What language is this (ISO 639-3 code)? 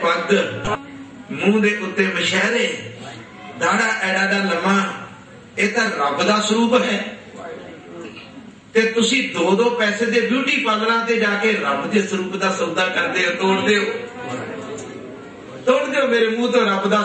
pan